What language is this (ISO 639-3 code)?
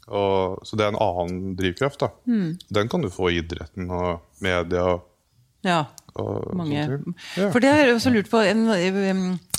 nor